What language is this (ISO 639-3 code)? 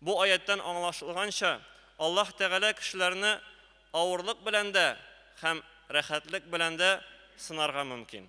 tat